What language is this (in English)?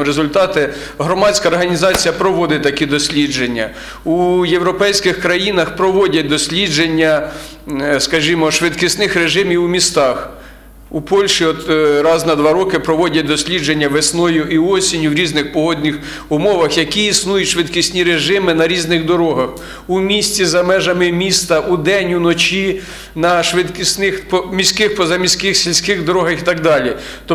Ukrainian